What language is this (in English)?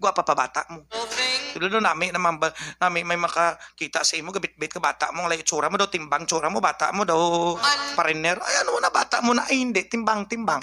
Hiligaynon